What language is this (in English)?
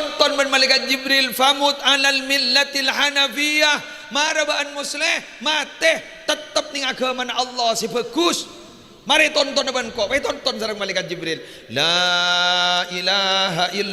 Madurese